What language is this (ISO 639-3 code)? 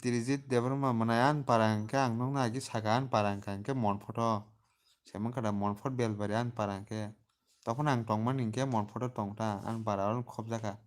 trp